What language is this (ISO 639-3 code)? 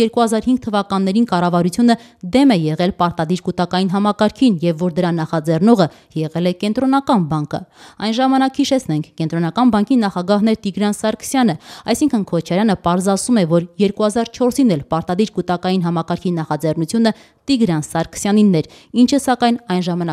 hye